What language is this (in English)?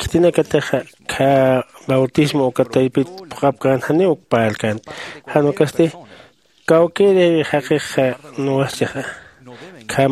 Aymara